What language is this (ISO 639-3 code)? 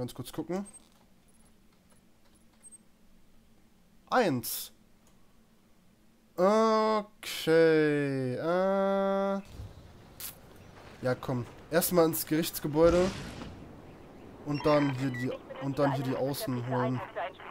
deu